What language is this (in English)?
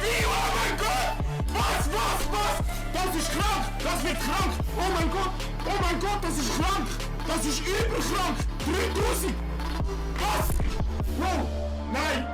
Swiss German